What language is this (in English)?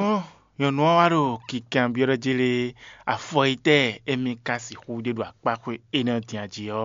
Fon